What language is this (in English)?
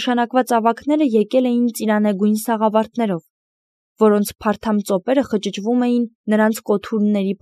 Armenian